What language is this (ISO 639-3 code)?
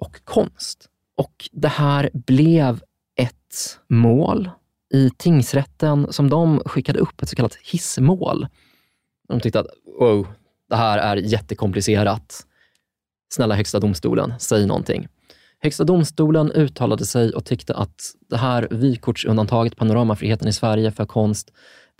swe